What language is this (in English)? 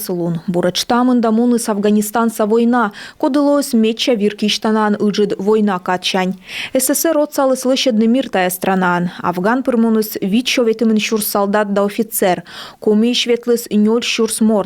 Komi